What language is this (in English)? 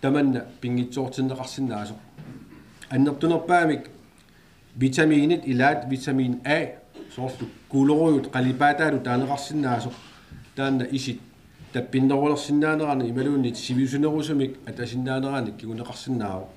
Kalaallisut